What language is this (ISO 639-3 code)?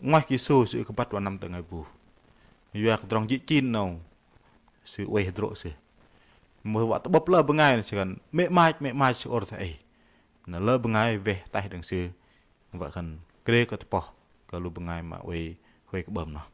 bdq